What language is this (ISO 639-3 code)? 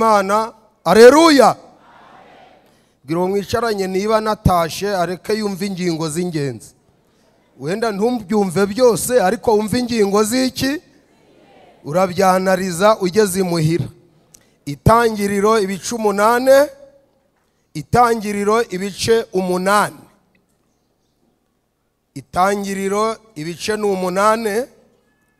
kin